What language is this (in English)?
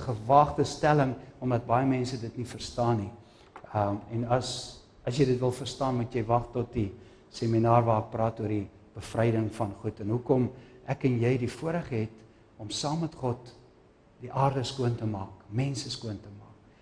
Afrikaans